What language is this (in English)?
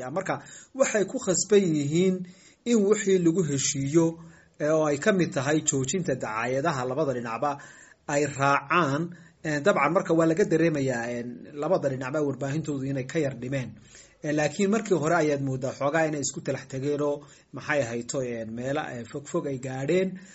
Somali